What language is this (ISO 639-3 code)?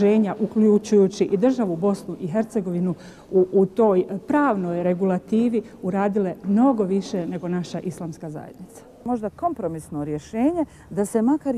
bos